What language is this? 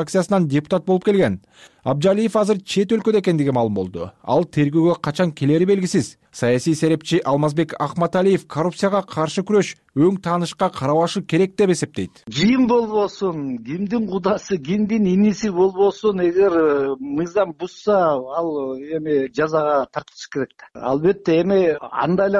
Kyrgyz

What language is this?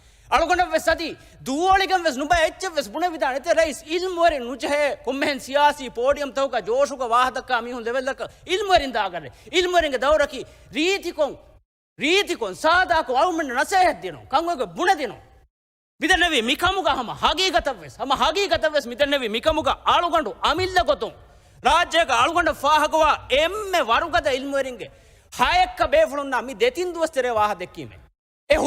Divehi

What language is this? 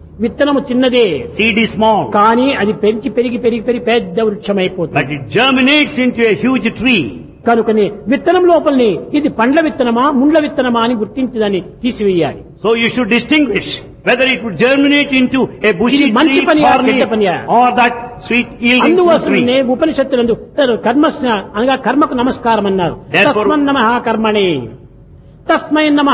Telugu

